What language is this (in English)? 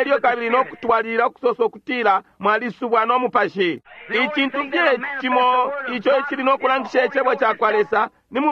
Bemba